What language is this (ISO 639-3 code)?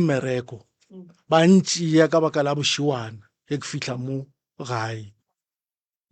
nso